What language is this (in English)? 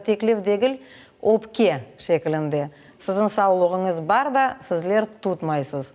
Crimean Tatar